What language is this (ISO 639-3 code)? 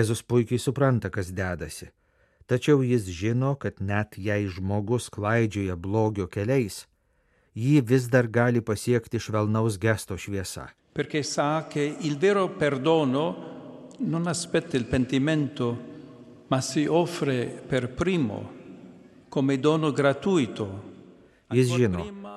lit